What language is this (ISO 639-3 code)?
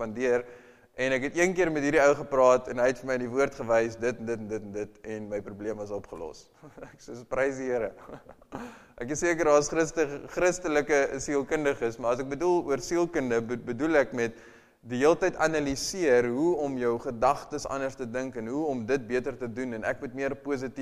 afr